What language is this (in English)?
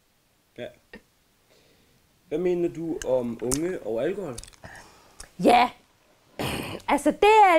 Danish